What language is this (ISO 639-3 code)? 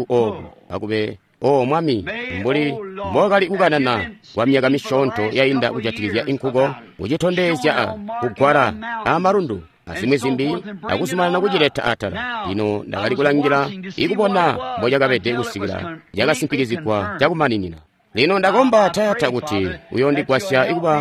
toi